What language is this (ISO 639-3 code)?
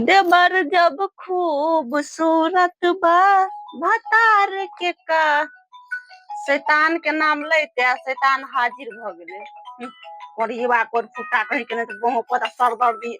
mai